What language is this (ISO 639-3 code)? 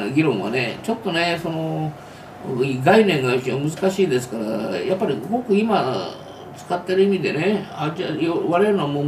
jpn